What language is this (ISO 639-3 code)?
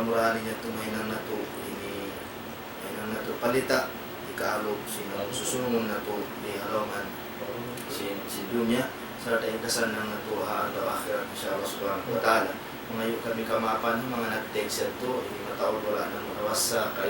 tsg